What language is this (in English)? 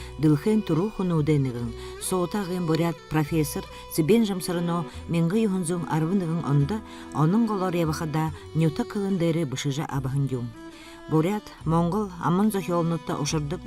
Buriat